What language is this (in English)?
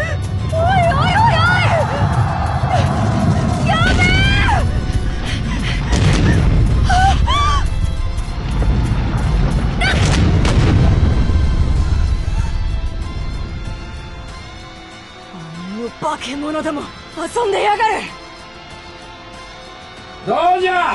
Japanese